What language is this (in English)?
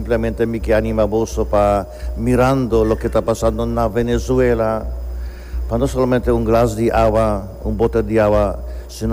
Papiamento